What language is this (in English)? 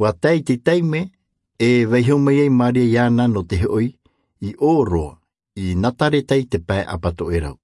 Tahitian